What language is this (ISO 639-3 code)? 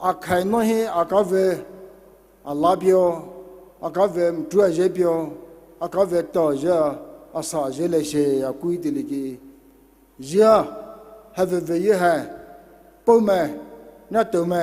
pmx